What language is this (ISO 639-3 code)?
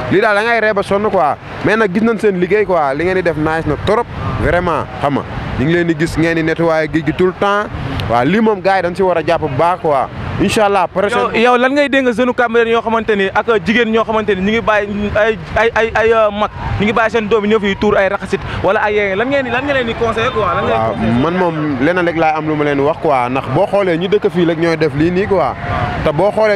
wol